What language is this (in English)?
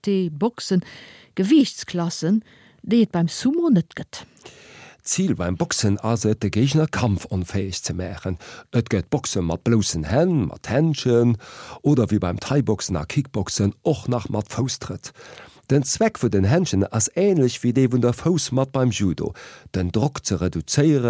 Luxembourgish